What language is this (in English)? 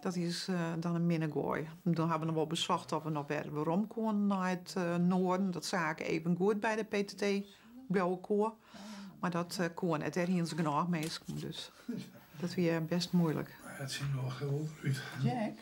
Western Frisian